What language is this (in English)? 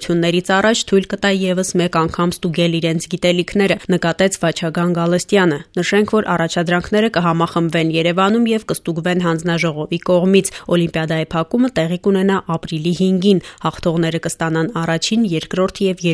Armenian